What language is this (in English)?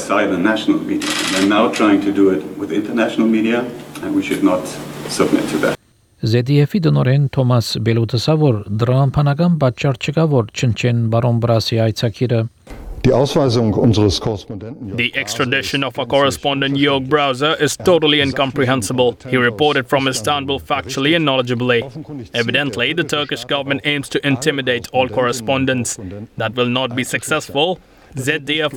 Armenian